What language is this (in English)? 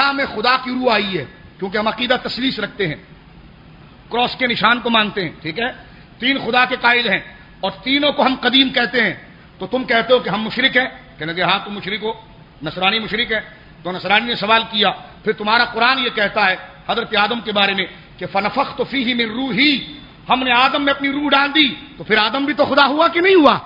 Urdu